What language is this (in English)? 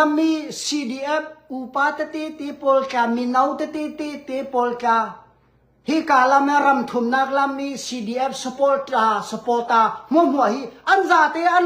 Hakha Chin